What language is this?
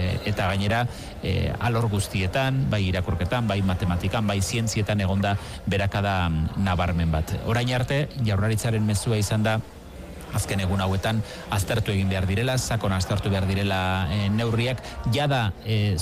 Basque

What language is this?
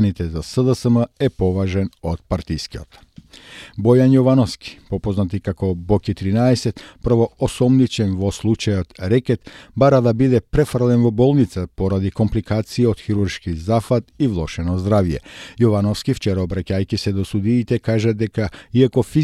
Macedonian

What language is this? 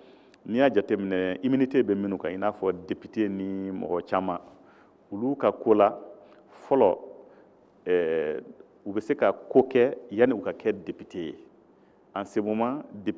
Bambara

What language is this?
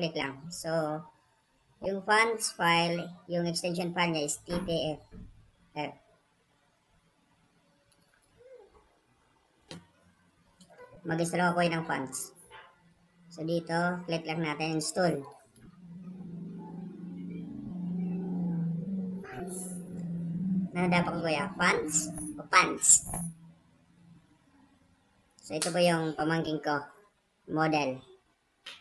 Filipino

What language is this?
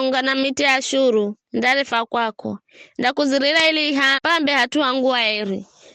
Giryama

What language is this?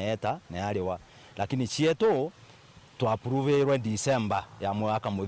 Meru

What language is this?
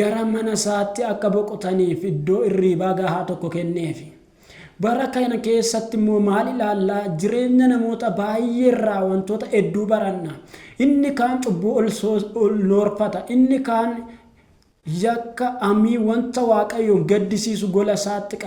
Oromo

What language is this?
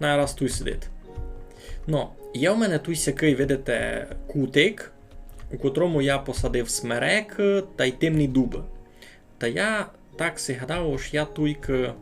Rusyn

